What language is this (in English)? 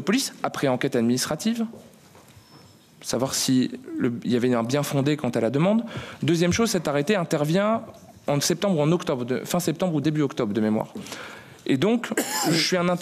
French